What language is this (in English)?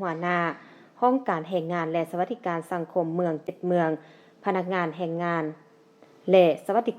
Lao